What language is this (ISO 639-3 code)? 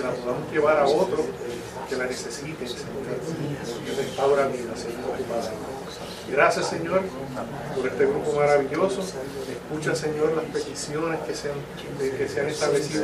spa